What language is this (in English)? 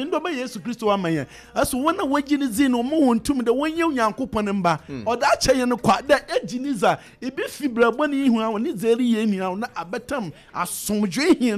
Akan